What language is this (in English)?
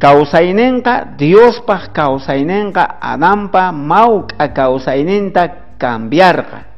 South Bolivian Quechua